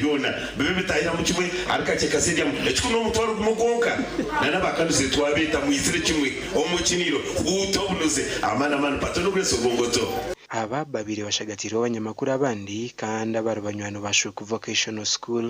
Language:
Nyankole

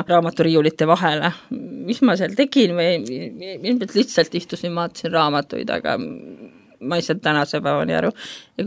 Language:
Estonian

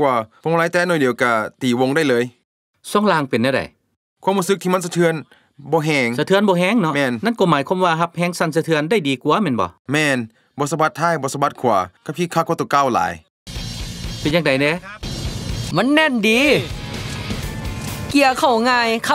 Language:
Lao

